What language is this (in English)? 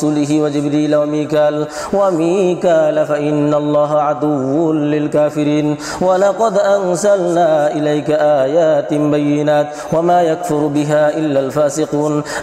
Arabic